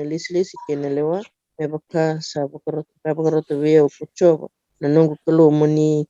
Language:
Fijian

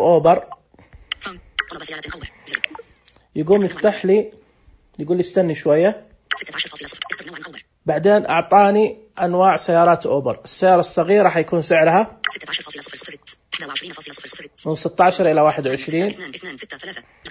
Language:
Najdi Arabic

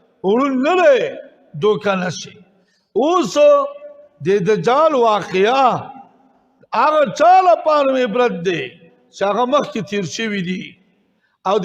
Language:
Pashto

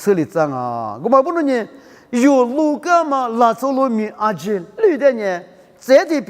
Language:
Lisu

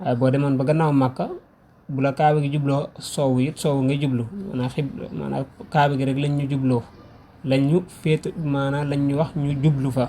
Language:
Wolof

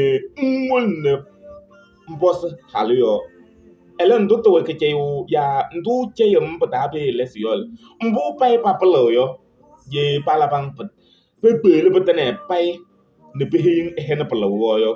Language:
Kabiyè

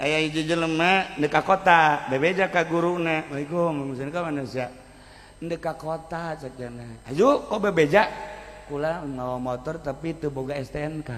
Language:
Sundanese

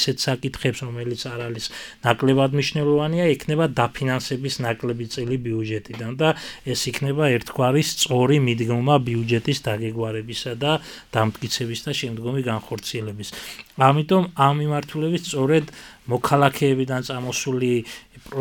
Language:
Georgian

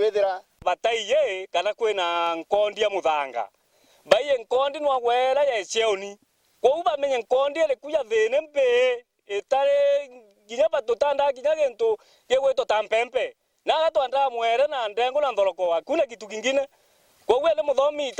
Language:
Meru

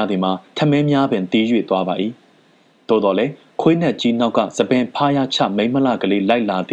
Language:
Burmese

